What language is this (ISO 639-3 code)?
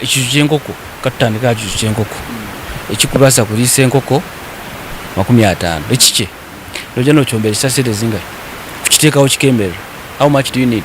nyn